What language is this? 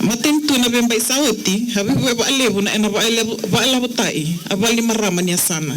Fijian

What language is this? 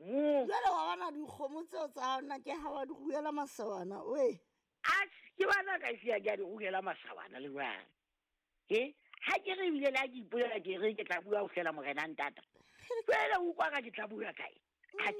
Southern Sotho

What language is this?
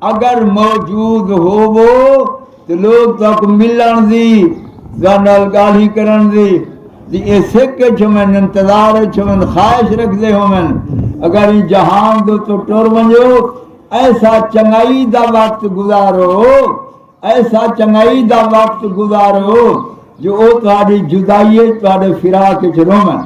Saraiki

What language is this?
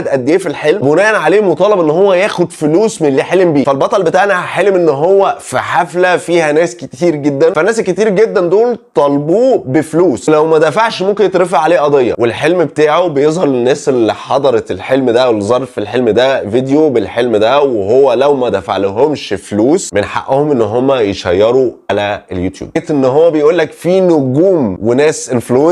Egyptian Arabic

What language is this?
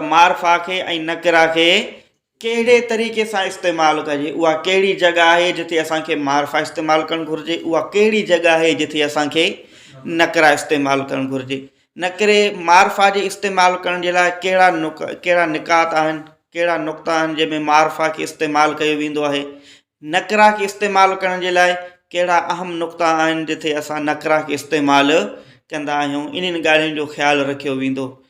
Sindhi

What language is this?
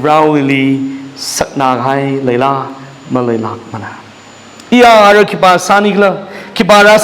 Tangkhul Naga (India)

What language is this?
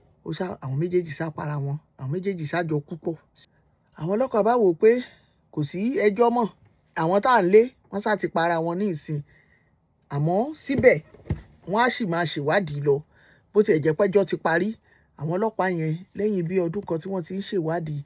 Yoruba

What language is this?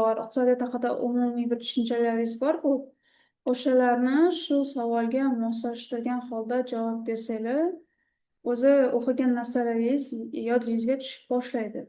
Uzbek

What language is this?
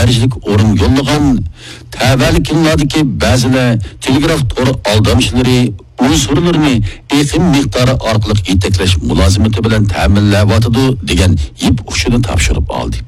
Uyghur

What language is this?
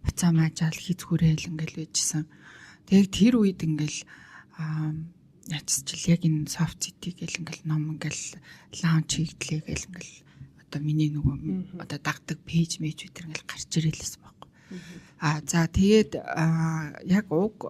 Mongolian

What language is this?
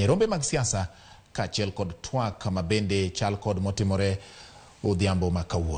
Luo (Kenya and Tanzania)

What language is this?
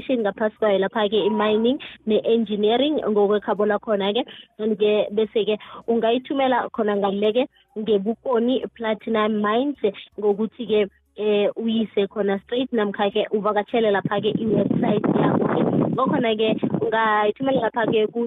South Ndebele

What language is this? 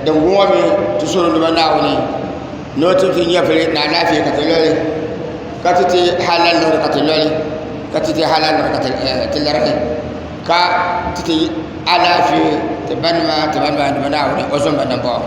Dagbani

